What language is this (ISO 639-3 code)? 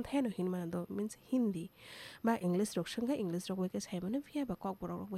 trp